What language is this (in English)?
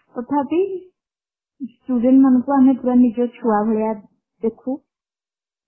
Odia